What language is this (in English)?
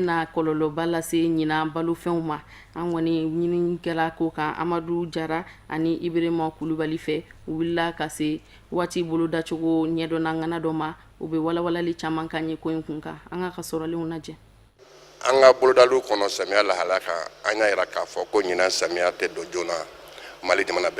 Bambara